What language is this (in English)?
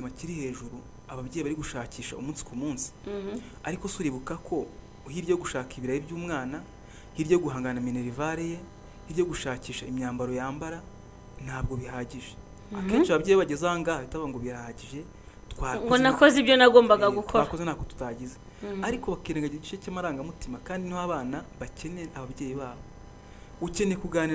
Kinyarwanda